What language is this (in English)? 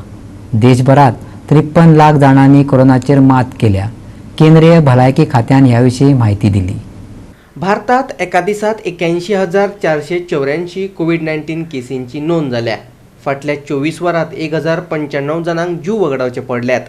Konkani